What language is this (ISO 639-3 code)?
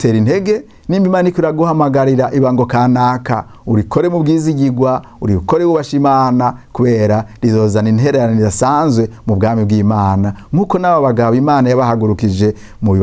run